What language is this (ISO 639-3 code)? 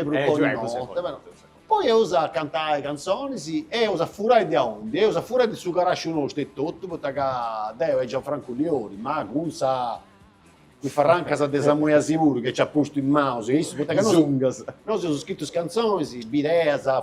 srd